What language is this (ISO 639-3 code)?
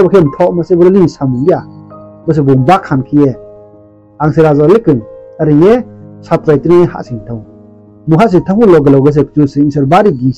ria